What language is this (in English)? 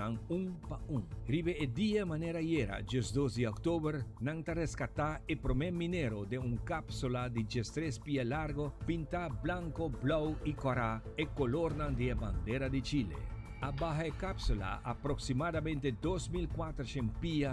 Papiamento